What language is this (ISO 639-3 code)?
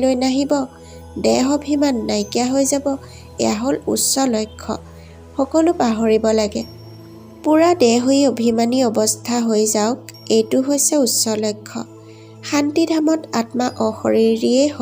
asm